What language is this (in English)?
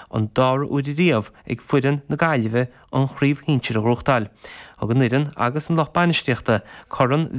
Irish